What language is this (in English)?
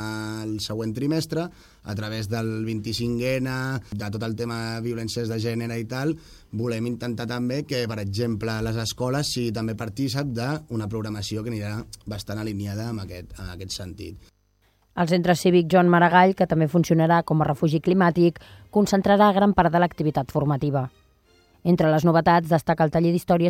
Catalan